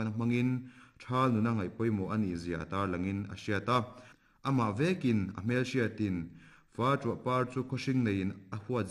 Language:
Mizo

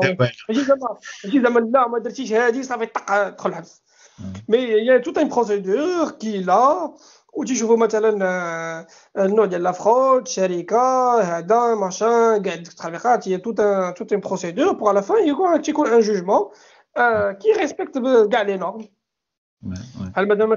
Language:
Moroccan Arabic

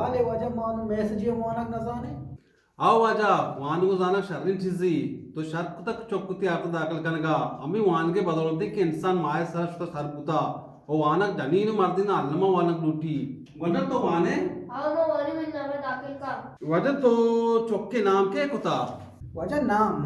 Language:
Eastern Balochi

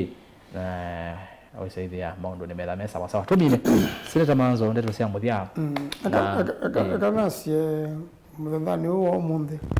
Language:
Kamba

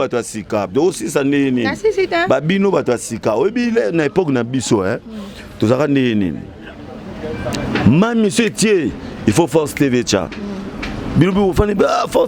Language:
Lingala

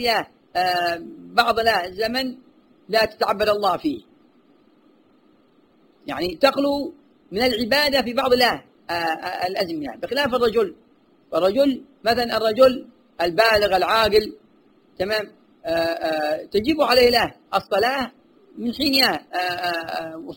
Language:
Arabic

